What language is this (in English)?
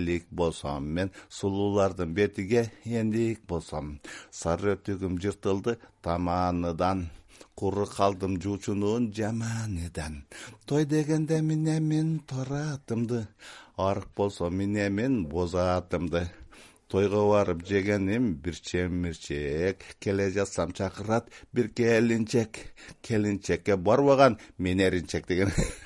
Kyrgyz